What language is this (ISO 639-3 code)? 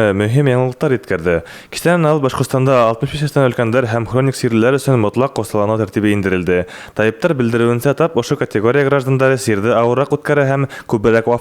bak